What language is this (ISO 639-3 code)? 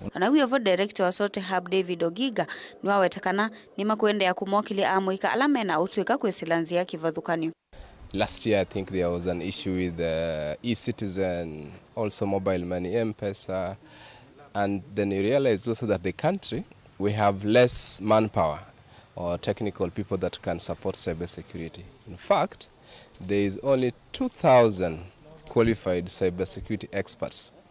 kam